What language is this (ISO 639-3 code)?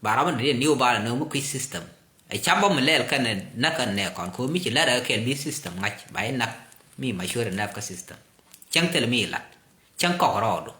nus